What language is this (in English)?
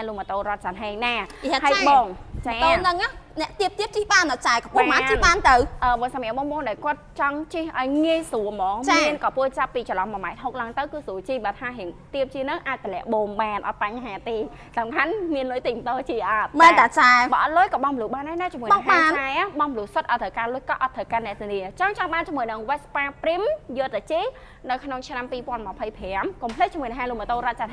Khmer